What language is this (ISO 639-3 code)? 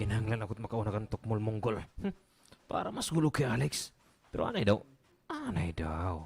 war